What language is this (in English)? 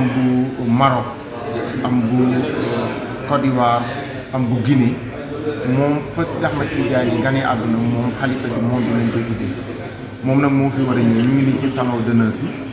Wolof